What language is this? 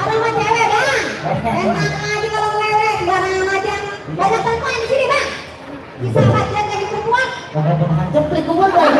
Betawi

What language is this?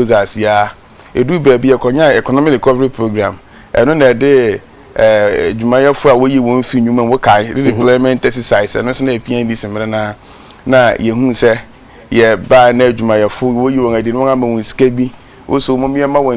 Akan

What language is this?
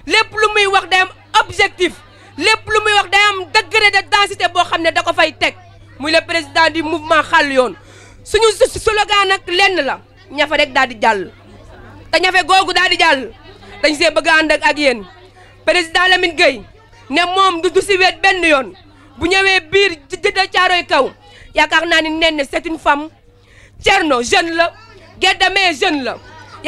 Wolof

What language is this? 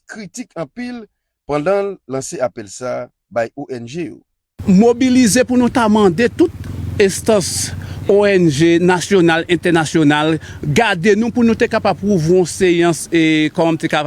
Haitian Creole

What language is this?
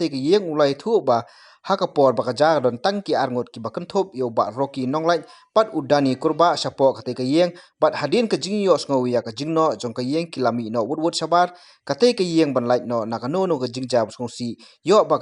Khasi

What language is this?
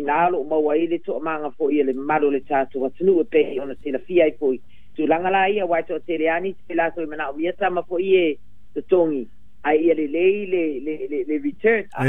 Samoan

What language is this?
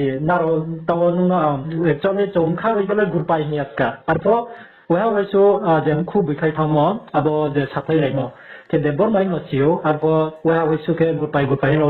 Riang (India)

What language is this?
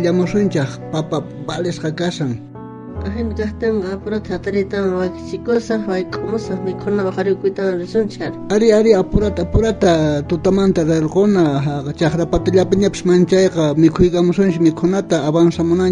South Bolivian Quechua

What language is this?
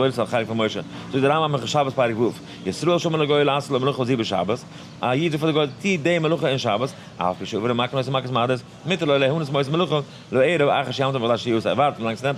Yiddish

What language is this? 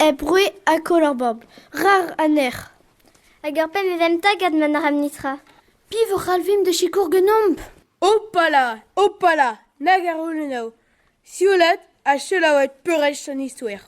Breton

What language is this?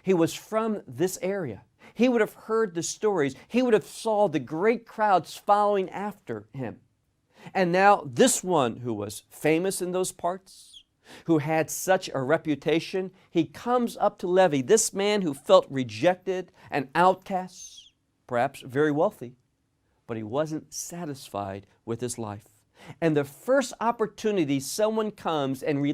English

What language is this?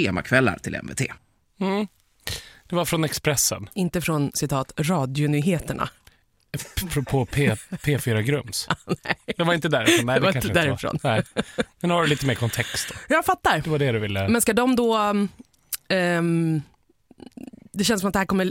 Swedish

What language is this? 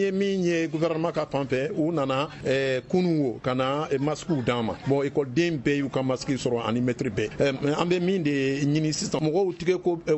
Bambara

